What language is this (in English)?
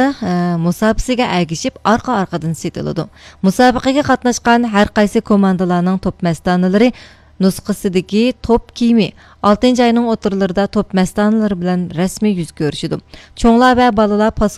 Uyghur